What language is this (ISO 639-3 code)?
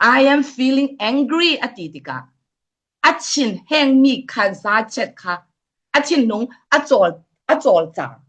cfm